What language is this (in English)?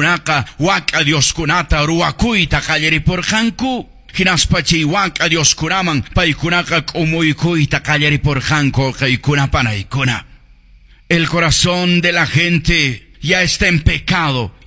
Quechua